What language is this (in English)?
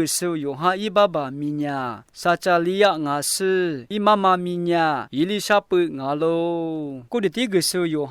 Lisu